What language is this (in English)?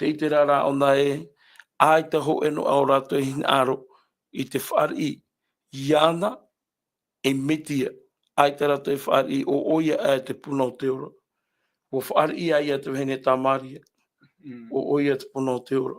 Tahitian